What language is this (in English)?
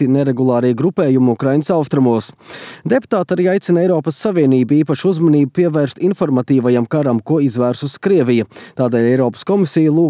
Latvian